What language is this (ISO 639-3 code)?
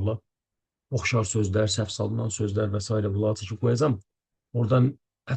aze